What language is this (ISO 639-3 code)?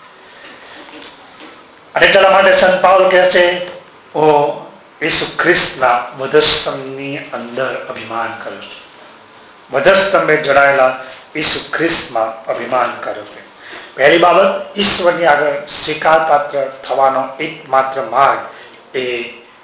guj